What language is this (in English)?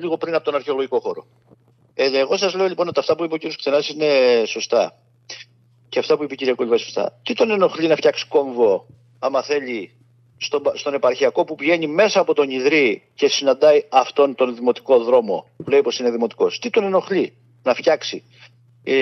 Greek